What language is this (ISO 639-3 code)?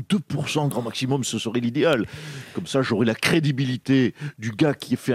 fra